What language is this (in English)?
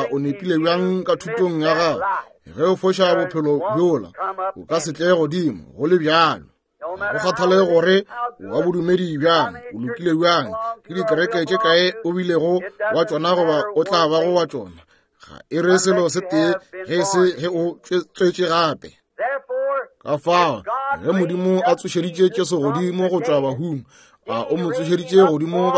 Northern Sotho